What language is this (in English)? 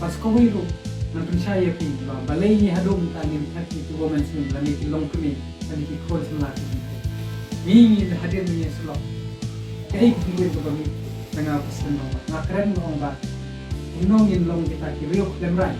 Khasi